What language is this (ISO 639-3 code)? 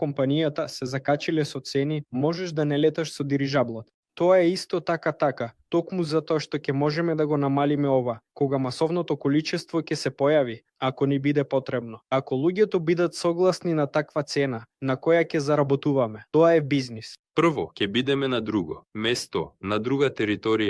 mkd